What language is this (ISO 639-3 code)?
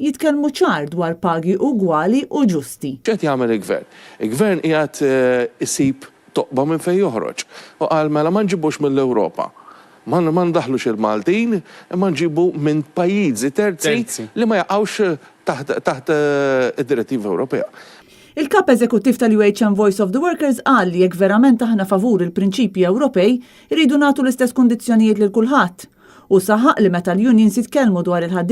mlt